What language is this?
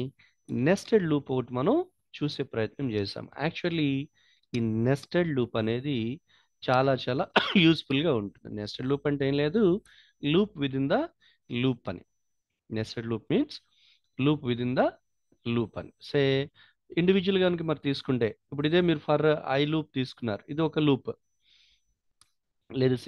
Telugu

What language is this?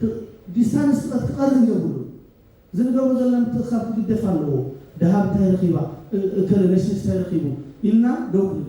Tigrinya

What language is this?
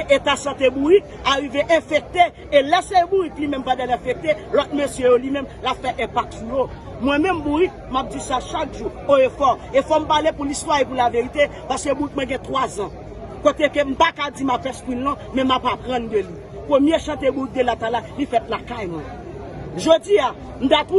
Haitian Creole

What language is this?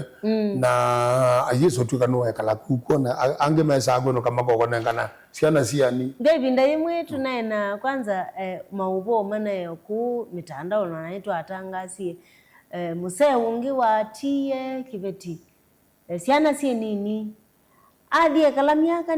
Kamba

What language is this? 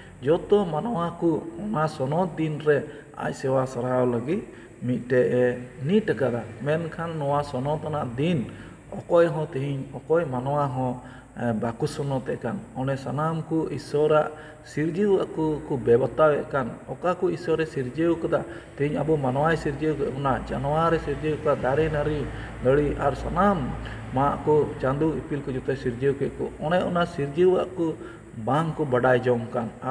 Santali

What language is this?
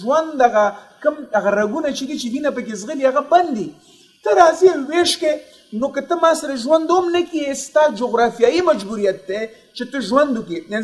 Pashto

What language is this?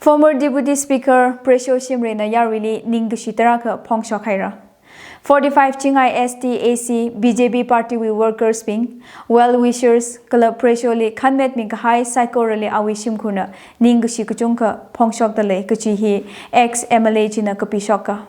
Tangkhul Naga (India)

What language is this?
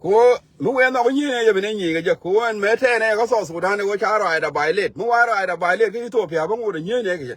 Nuer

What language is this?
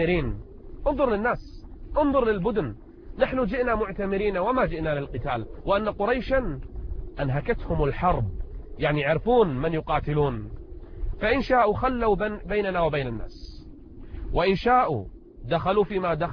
Arabic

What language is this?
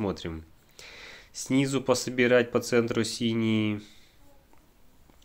Russian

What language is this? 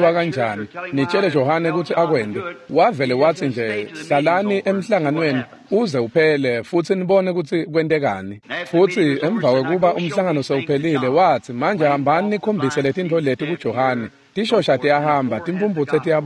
Swati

